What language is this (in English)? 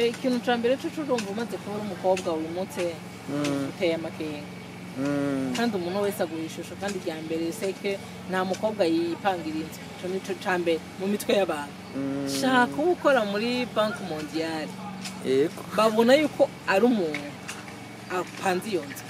Rundi